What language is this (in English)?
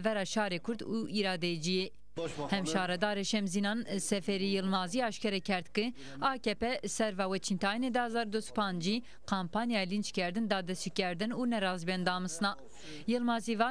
Zaza